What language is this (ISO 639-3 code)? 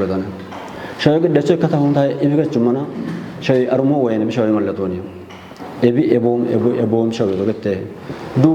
kbr